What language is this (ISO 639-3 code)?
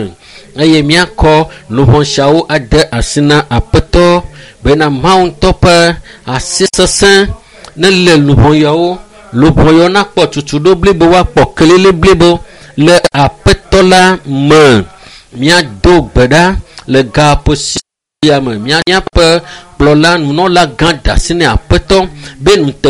ewe